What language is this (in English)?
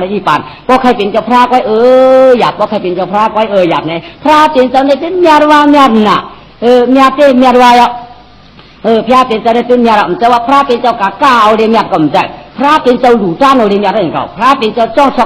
Shan